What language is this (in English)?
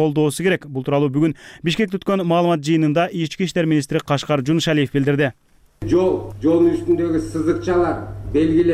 Kyrgyz